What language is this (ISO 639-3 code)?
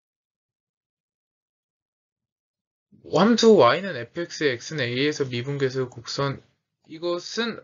kor